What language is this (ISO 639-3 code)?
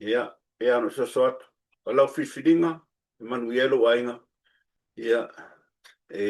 smo